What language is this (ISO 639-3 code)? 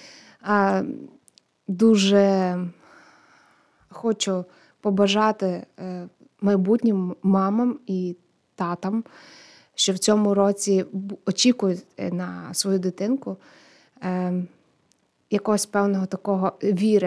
ukr